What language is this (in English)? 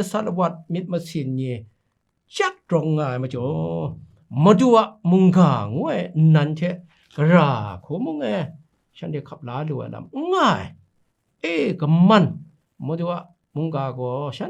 Kachin